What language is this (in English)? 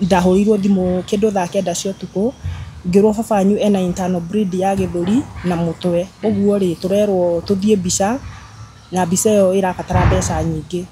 Kikuyu